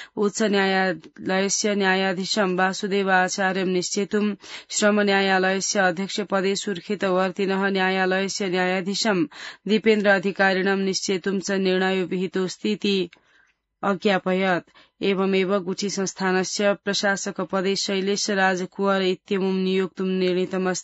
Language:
Sanskrit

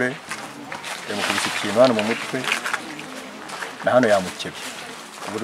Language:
Kinyarwanda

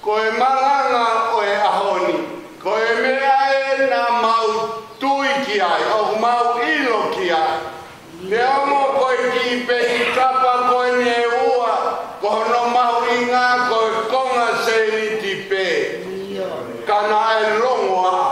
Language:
Tongan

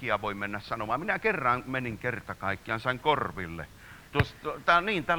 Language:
Finnish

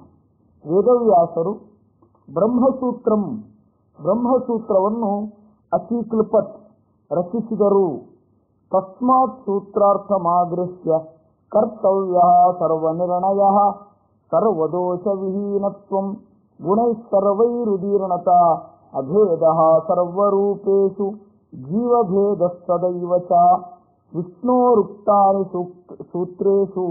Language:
Kannada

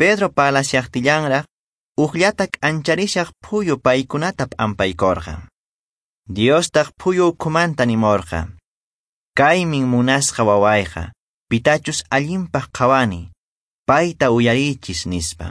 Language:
Quechua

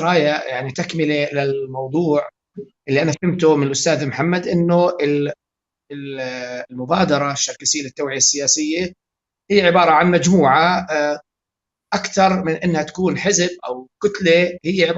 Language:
North Levantine Arabic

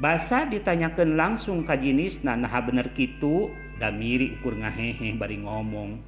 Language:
Sundanese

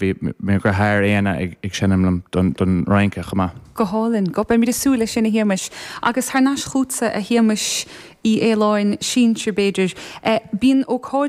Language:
Irish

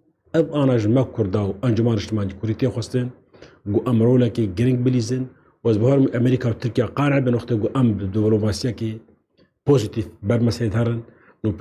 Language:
Kurdish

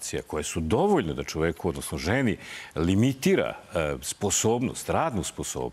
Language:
Serbian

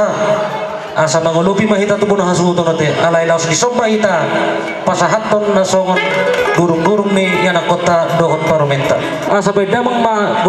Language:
Batak Toba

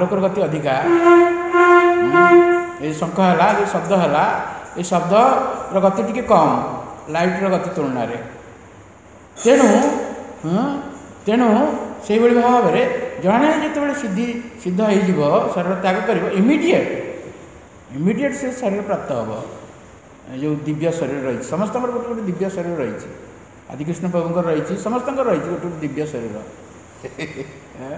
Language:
Odia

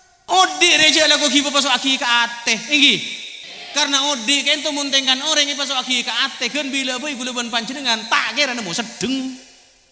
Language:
Madurese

